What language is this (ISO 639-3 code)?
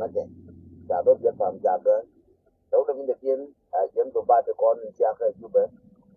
nus